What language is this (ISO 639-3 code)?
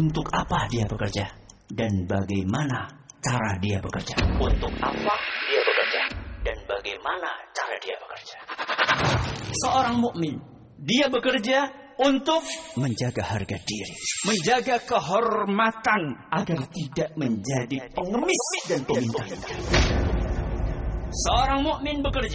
ind